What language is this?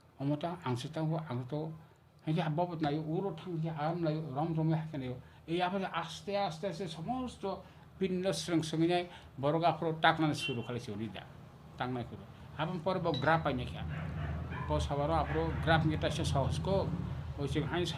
Kok Borok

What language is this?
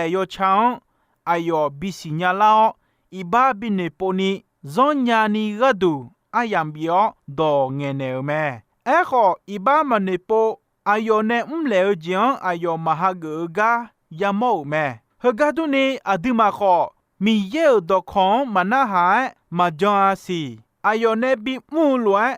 Akha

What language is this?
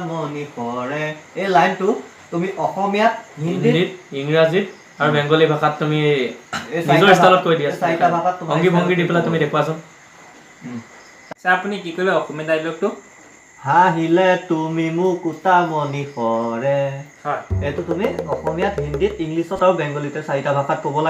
Assamese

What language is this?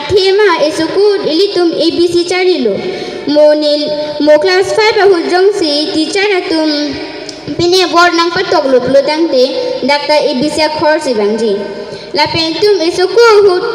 Karbi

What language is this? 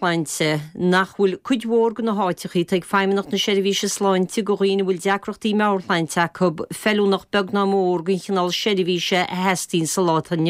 Irish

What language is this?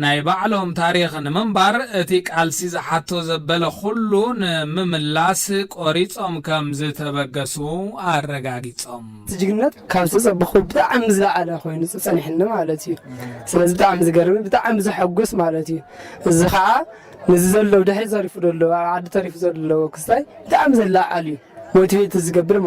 Tigrinya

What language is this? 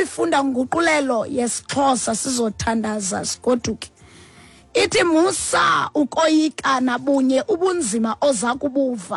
Xhosa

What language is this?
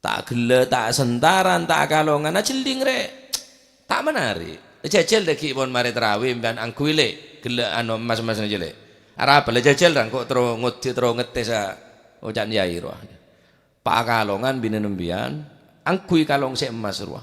Madurese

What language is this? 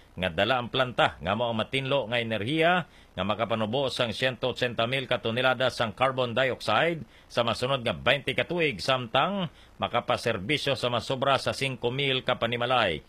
Hiligaynon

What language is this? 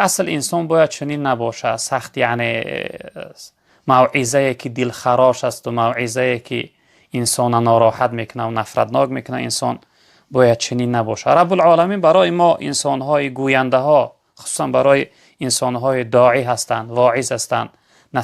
Tajik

